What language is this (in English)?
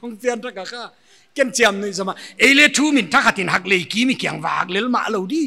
Paite Chin